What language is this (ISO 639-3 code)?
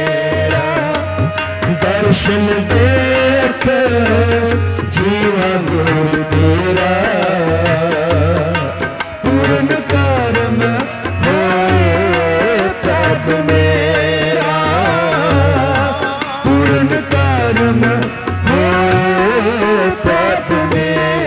pan